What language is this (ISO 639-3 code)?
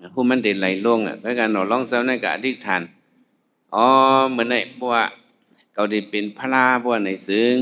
shn